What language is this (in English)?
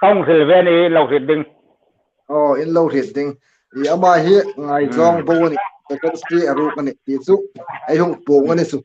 Hmar